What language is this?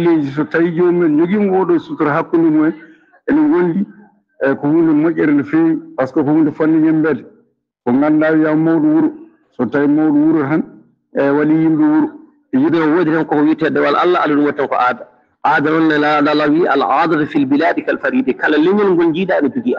Fula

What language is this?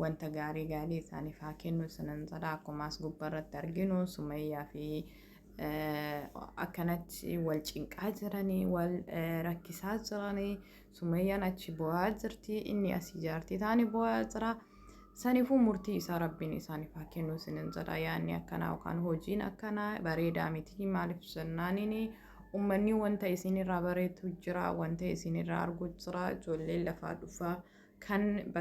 Oromo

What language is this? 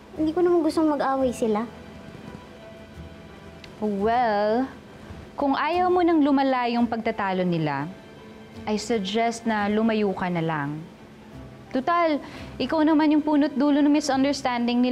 Filipino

